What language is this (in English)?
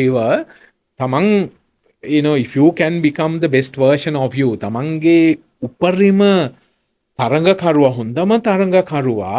Sinhala